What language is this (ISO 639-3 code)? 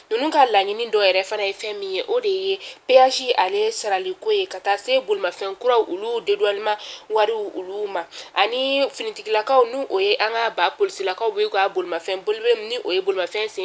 bam